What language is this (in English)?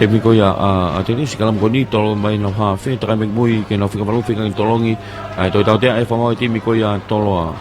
Tongan